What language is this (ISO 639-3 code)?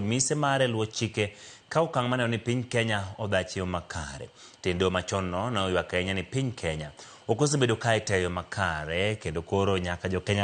luo